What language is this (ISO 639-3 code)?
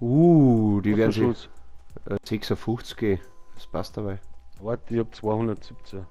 bar